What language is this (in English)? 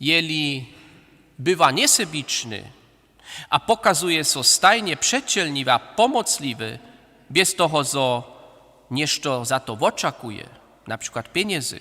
Upper Sorbian